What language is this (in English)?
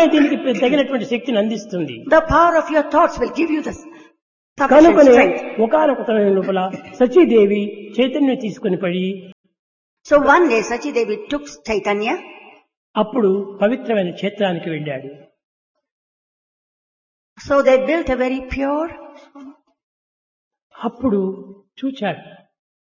Telugu